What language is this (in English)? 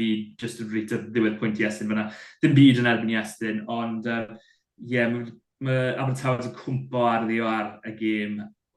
Welsh